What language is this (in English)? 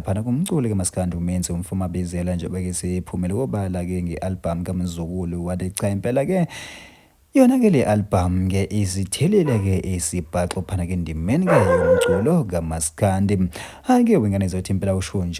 Zulu